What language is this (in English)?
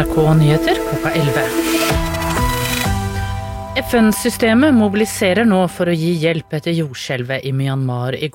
Norwegian